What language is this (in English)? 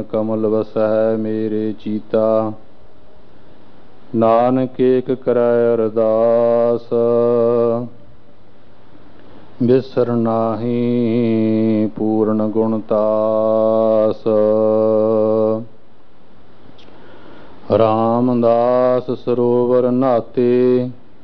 Punjabi